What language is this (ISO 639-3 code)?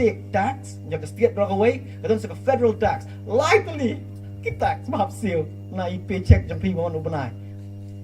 kha